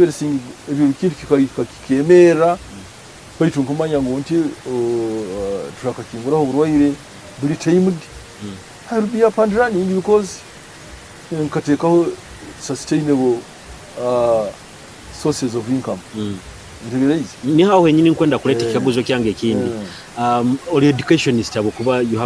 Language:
Nyoro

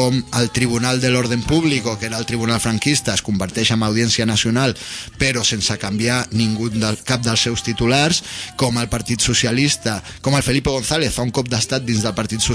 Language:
Catalan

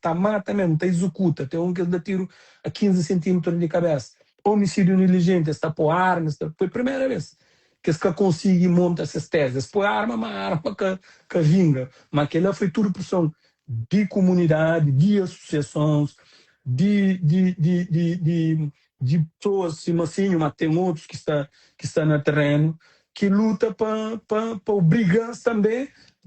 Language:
Kabuverdianu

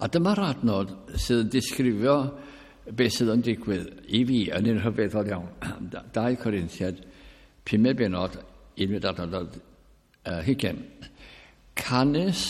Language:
Welsh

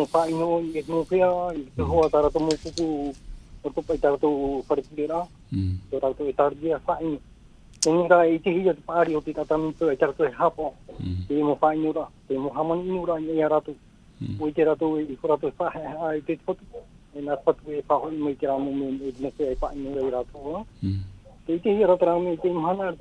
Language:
Tahitian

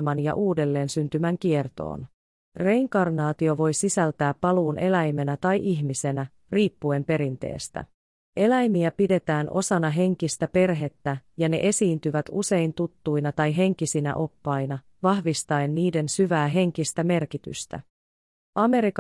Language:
Finnish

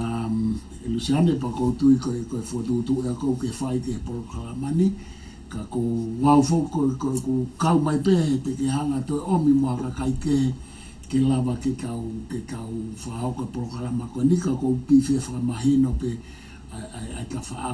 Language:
Tongan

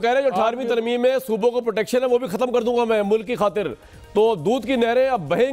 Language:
Urdu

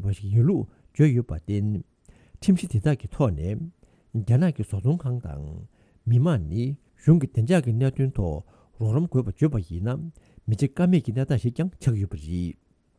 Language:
Tibetan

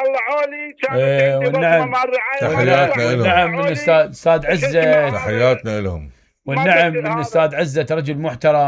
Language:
Mesopotamian Arabic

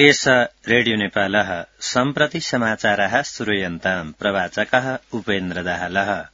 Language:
Sanskrit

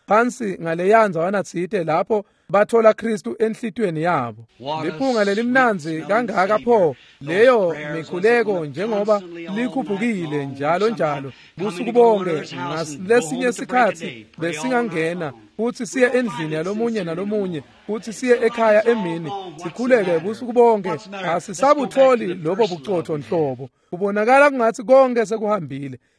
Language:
Swati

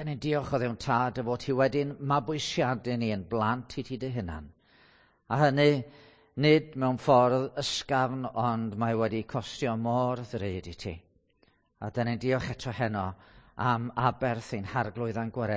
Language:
Welsh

